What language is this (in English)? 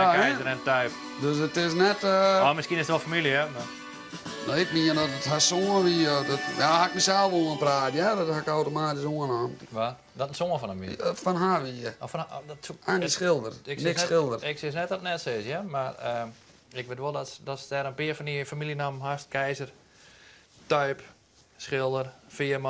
Western Frisian